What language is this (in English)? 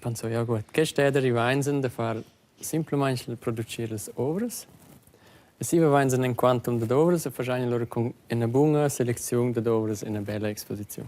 Romansh